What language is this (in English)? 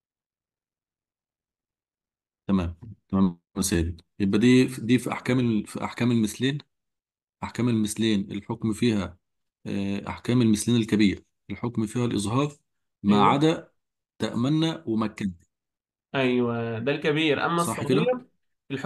Egyptian Arabic